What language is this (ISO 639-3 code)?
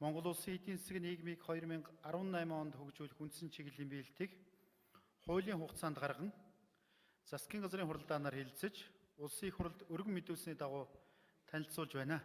mon